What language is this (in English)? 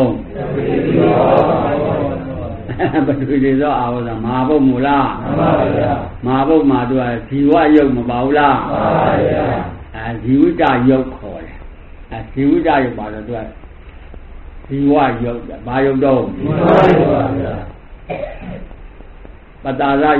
Burmese